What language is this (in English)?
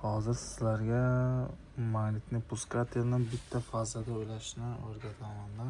Uzbek